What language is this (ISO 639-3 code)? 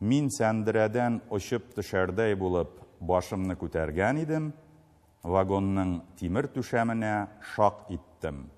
tat